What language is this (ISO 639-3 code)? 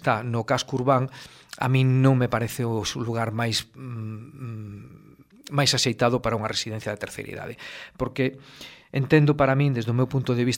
glg